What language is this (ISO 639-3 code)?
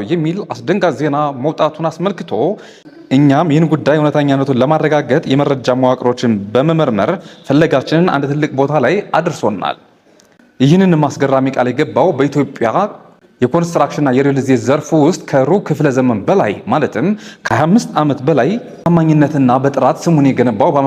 amh